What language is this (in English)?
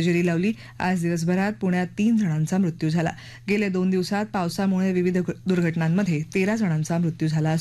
Marathi